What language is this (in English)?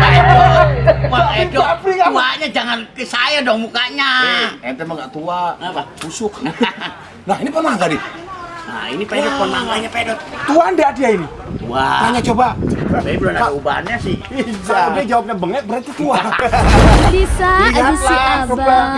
Betawi